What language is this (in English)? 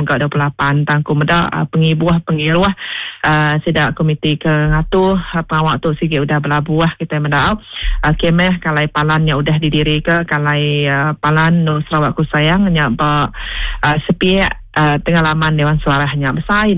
Iban